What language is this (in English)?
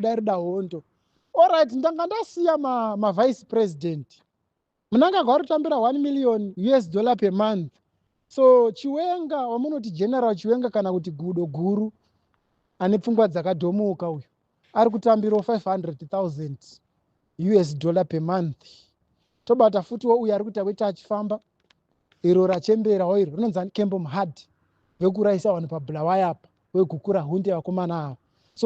Shona